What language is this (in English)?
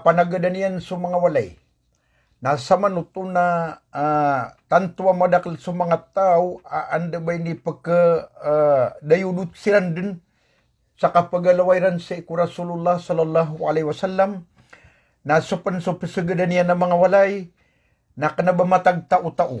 Maranao